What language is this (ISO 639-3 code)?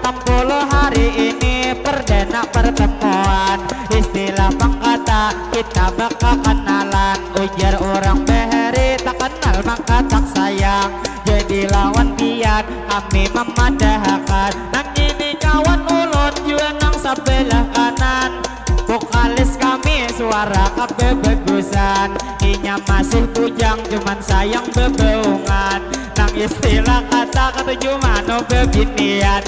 bjn